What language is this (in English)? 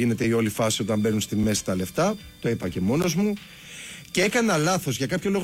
Greek